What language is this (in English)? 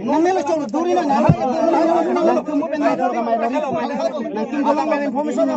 Karbi